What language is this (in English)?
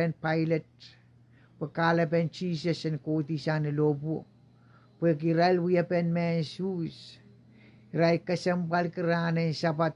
Pohnpeian